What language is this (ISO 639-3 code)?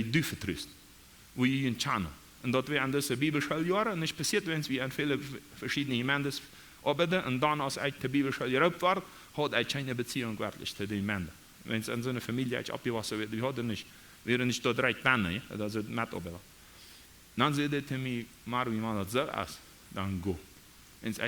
pdt